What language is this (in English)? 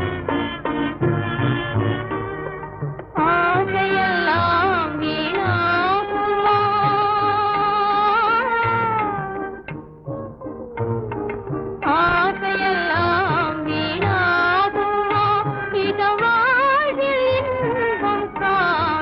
Tamil